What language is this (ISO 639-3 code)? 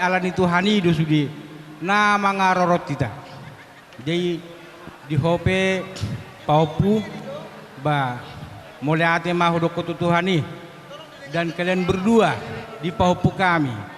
bbc